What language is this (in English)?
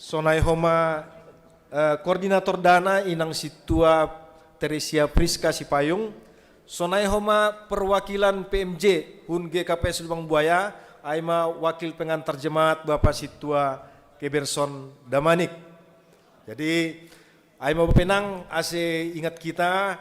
Batak Simalungun